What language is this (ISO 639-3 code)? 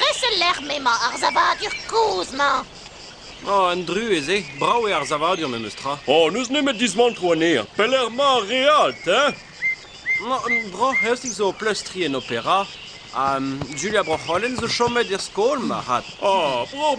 bre